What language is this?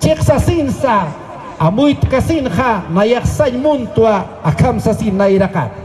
Aymara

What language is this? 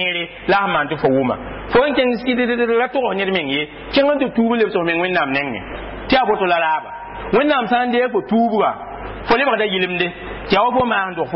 Mossi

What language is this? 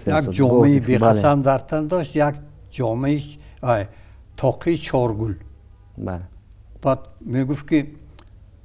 Tajik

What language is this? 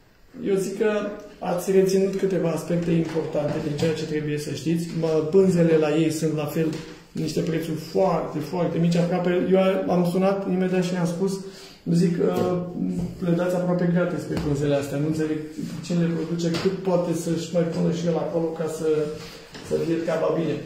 Romanian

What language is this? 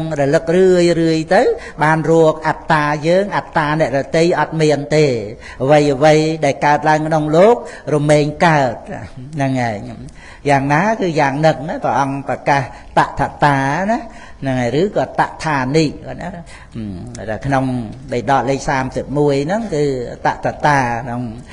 Khmer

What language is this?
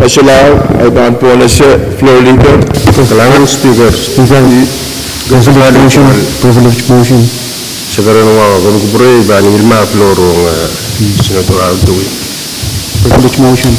Pohnpeian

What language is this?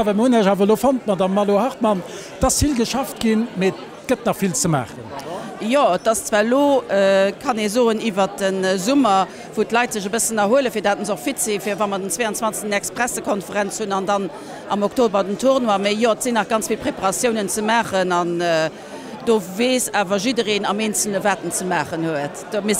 Luxembourgish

